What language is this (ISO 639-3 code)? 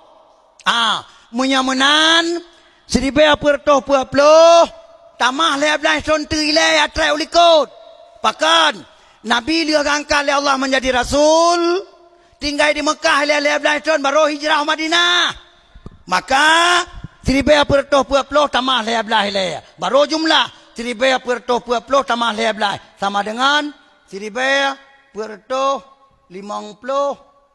ace